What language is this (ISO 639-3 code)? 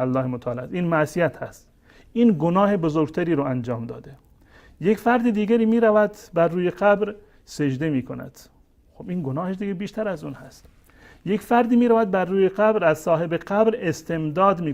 fas